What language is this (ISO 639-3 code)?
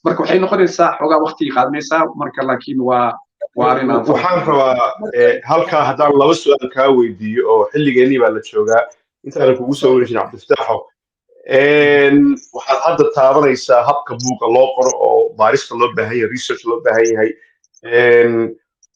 som